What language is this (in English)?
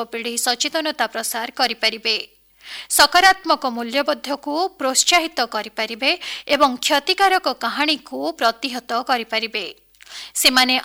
Odia